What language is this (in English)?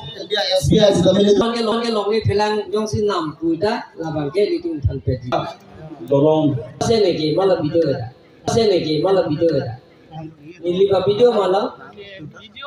Karbi